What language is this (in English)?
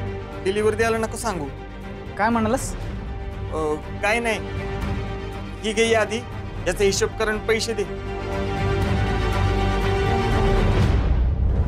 Marathi